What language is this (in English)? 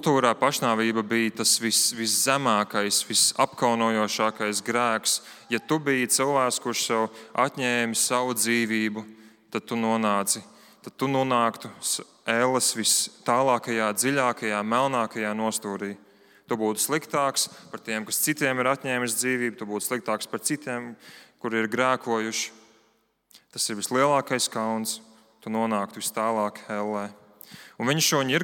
Latvian